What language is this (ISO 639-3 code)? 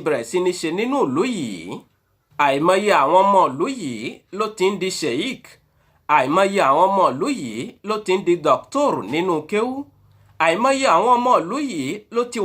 yor